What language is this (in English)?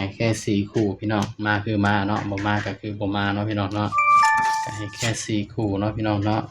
Northeastern Thai